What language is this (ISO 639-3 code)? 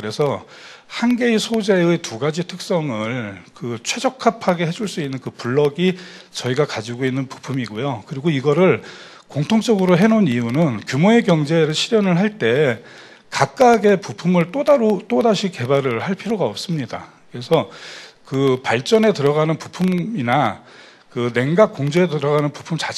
kor